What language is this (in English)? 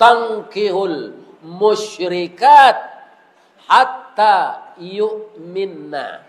Minangkabau